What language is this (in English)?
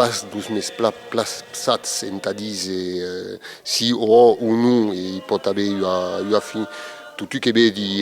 Occitan